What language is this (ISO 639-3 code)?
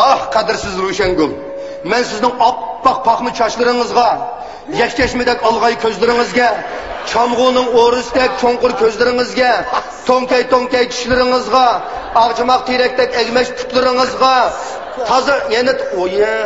uig